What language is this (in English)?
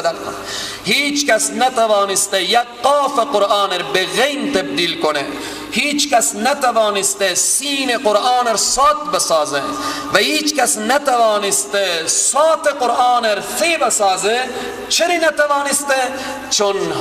Persian